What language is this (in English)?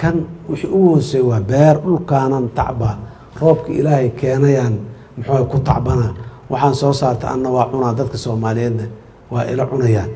Somali